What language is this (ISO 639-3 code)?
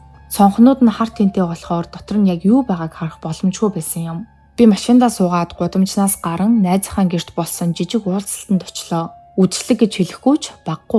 mon